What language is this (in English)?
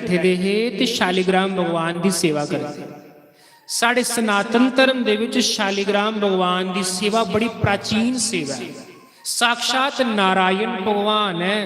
Dogri